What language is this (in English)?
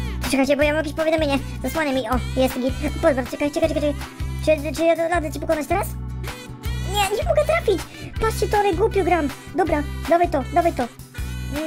Polish